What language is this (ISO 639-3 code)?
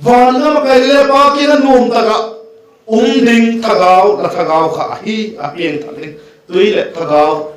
vap